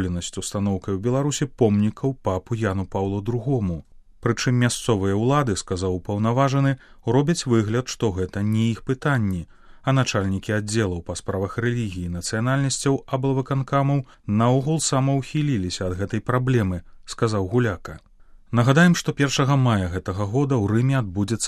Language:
Belarusian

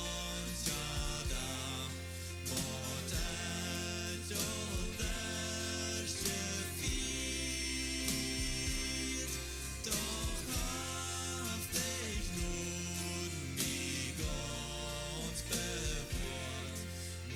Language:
Plautdietsch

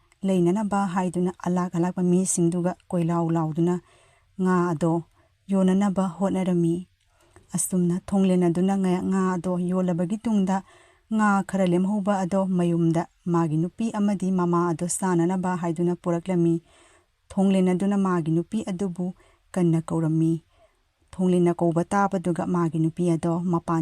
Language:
Manipuri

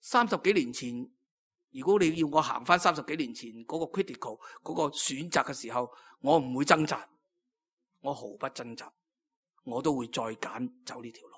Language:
Cantonese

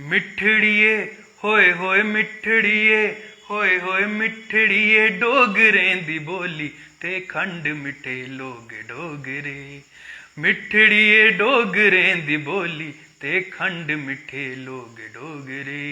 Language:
Dogri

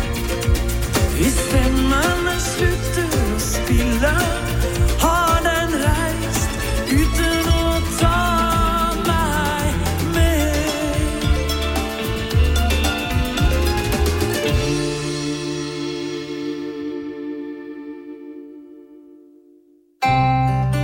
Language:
Norwegian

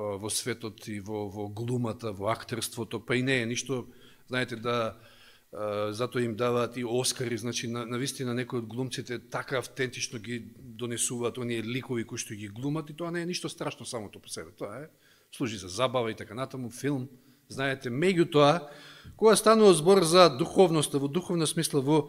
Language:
Macedonian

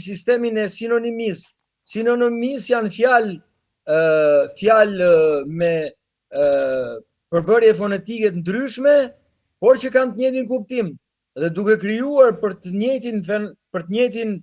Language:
Albanian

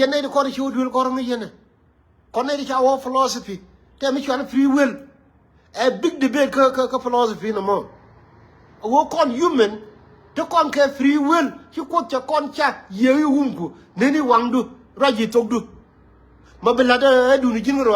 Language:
Nuer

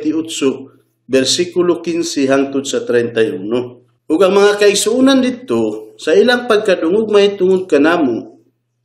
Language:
Cebuano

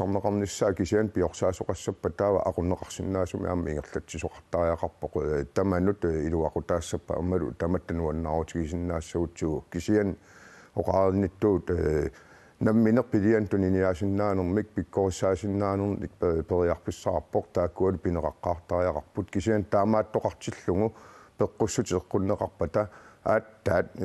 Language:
Kalaallisut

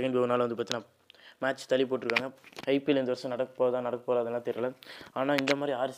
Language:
Tamil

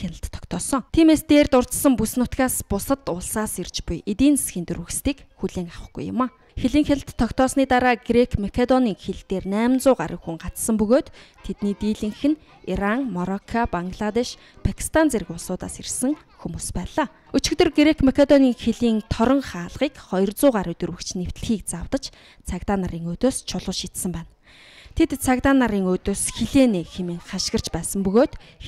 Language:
Mongolian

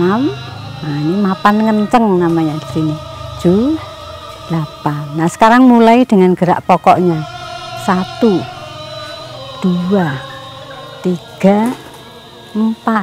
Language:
Indonesian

